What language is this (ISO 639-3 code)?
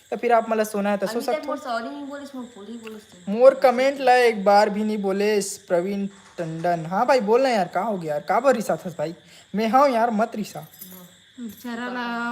hne